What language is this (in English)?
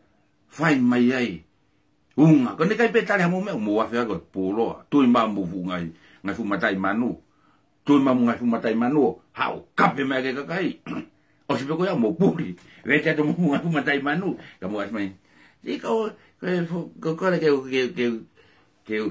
Tongan